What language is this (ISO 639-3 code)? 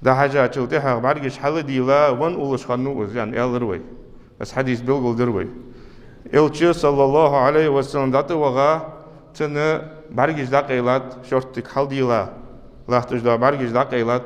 inh